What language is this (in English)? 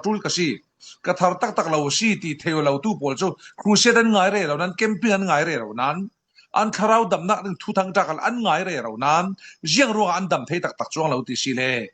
Falam Chin